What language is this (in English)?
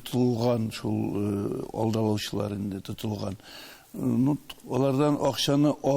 Tatar